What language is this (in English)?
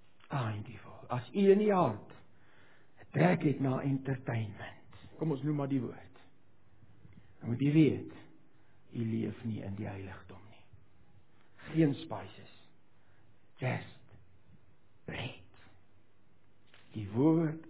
Afrikaans